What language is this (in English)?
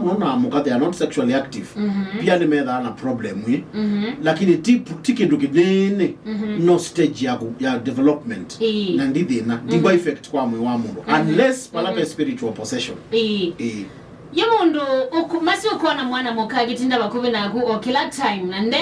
Kamba